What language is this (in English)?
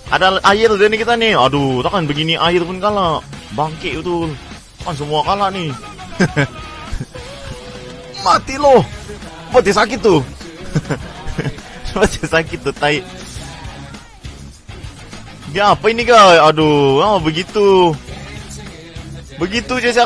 Malay